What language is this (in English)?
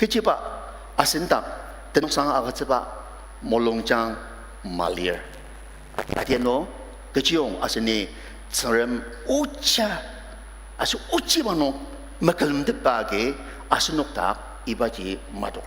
Ao Naga